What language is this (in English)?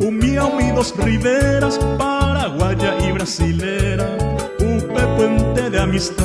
Guarani